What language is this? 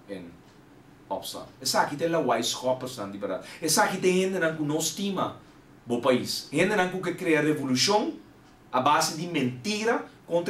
Papiamento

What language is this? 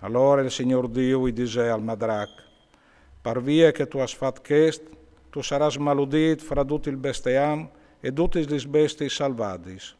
Friulian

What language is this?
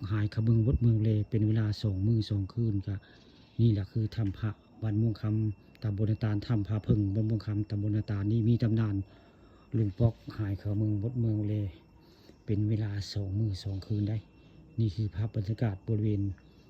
Northeastern Thai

